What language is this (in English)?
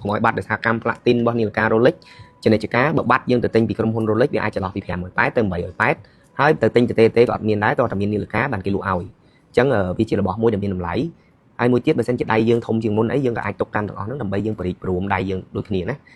Khmer